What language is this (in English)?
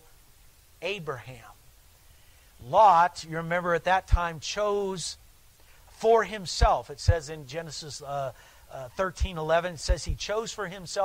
English